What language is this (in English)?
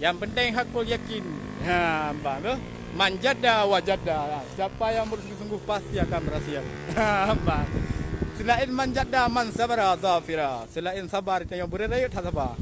Achinese